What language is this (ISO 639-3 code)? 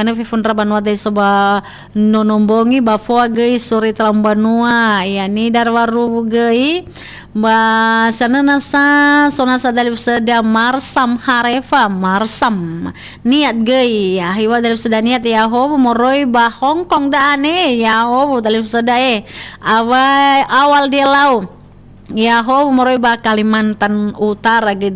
nia